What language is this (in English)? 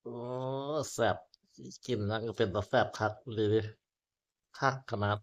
Lao